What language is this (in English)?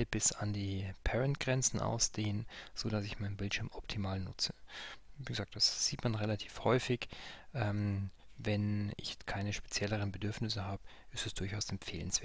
German